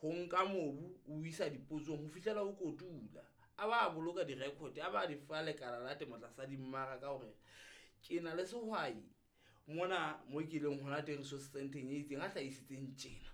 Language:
Southern Sotho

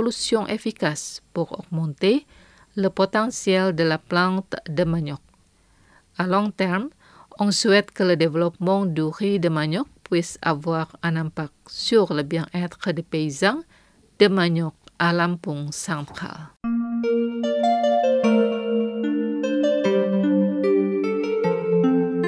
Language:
French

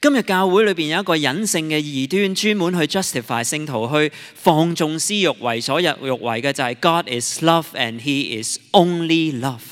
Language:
Cantonese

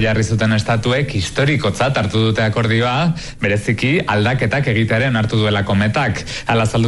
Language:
Basque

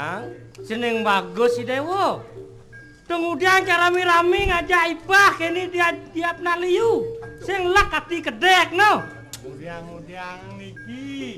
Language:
Balinese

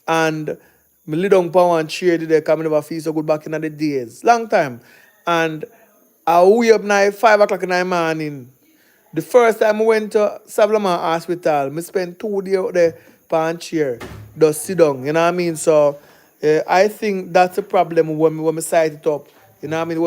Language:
Jamaican Creole English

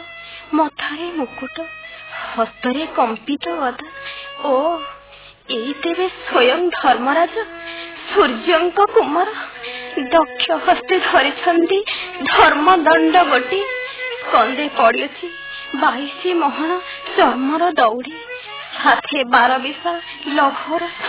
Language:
Odia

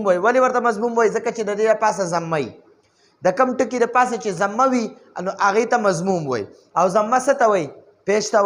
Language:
Pashto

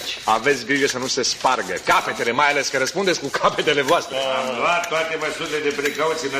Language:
Romanian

